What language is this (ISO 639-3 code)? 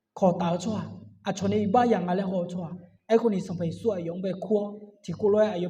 ahk